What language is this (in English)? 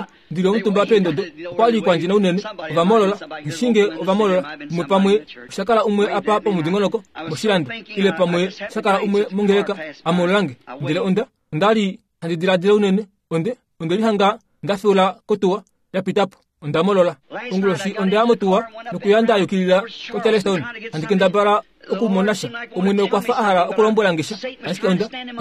Kuanyama